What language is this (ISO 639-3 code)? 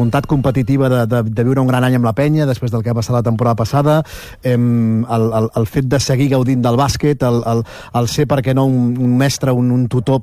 cat